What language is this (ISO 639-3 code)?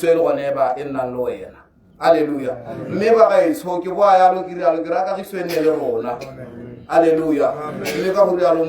tsn